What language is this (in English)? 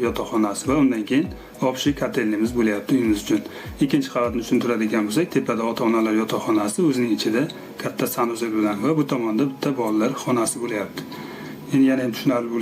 Uzbek